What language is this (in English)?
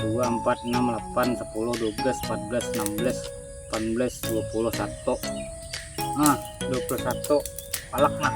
Banjar